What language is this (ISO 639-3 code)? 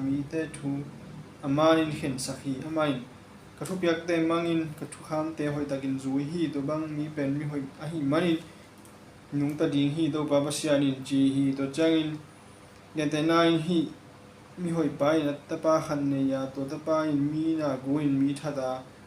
ctd